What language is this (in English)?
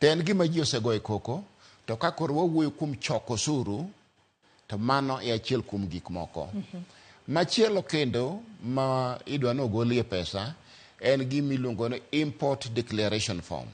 Luo (Kenya and Tanzania)